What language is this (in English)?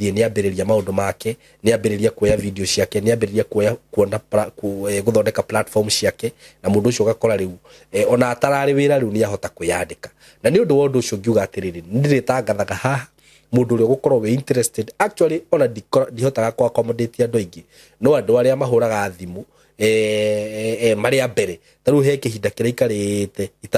Kikuyu